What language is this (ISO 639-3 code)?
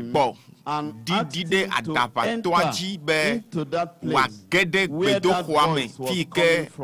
ewe